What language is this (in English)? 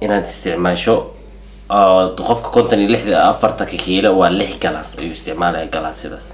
Somali